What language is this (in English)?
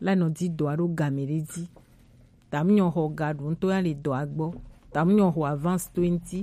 Gen